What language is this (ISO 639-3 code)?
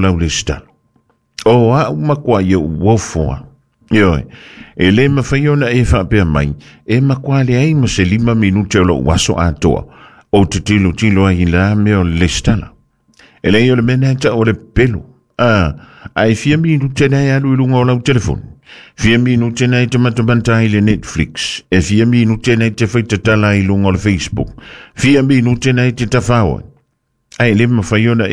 smo